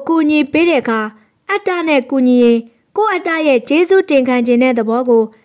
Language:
Burmese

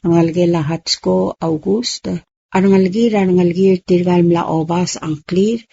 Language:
Palauan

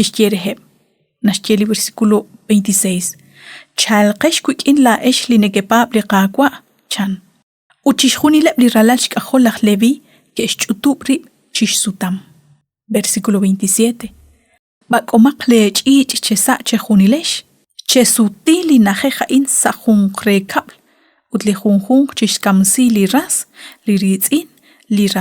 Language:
Kekchí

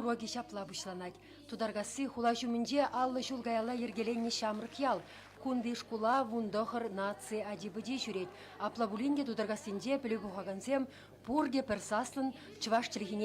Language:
Chuvash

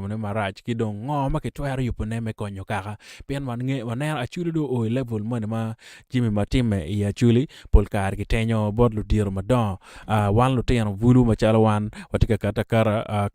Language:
Acoli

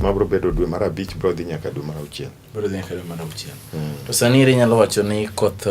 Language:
Luo (Kenya and Tanzania)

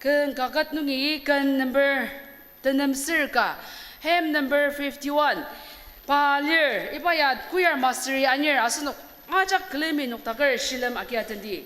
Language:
Ao Naga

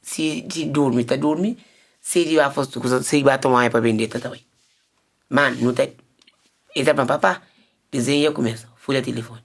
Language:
Kabuverdianu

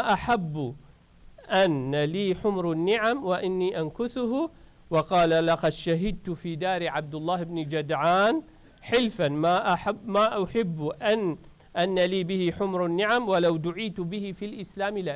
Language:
Kurdish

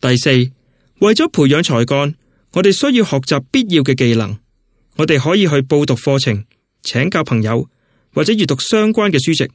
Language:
Cantonese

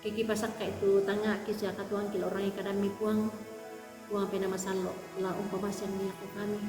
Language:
Toraja-Sa'dan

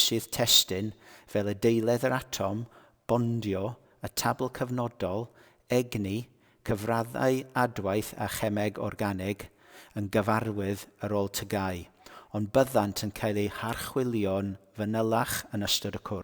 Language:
Welsh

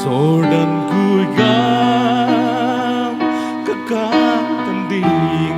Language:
Paite Chin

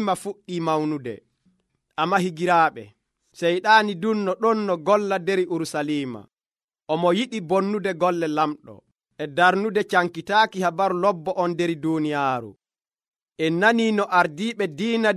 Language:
Nigerian Fulfulde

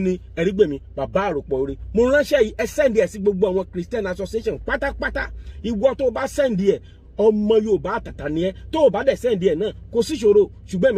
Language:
Yoruba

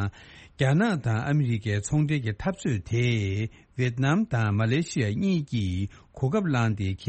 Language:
Tibetan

